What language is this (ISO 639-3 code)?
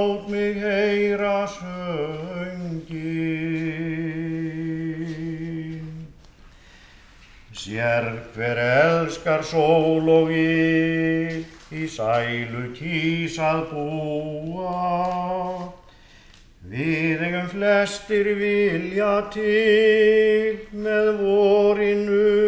isl